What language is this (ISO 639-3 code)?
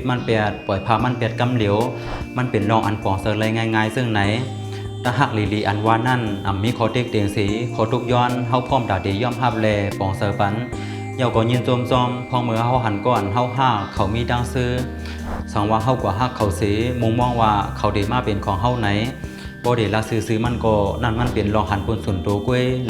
shn